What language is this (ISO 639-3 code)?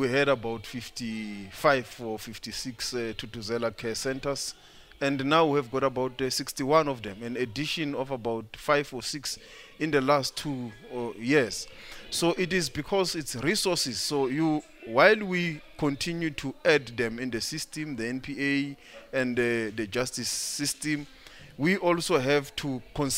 eng